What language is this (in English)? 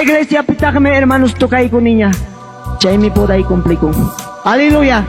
Ayacucho Quechua